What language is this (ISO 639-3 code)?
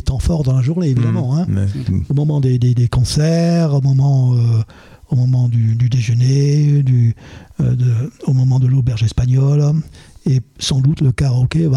fra